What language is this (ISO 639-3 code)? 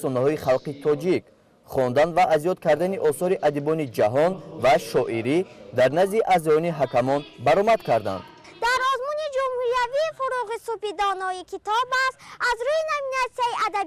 tgk